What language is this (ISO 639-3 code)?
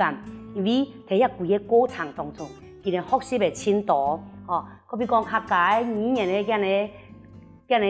hak